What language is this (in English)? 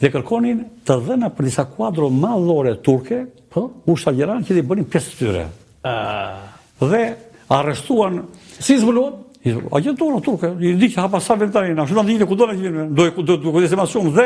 Albanian